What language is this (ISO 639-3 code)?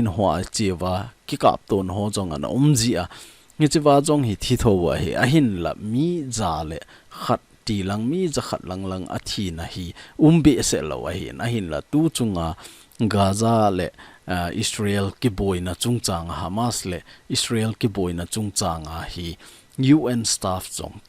tcz